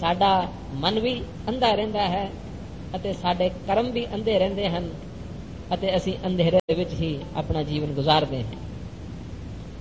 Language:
Punjabi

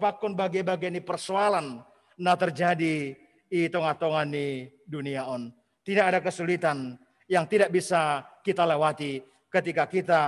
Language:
Batak Simalungun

